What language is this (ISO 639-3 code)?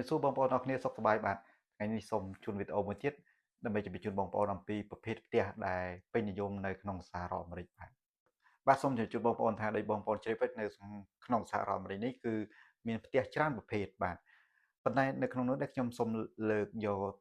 khm